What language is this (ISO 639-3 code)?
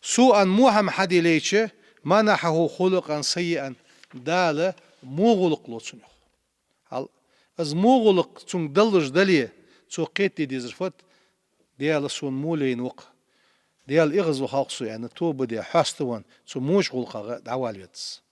inh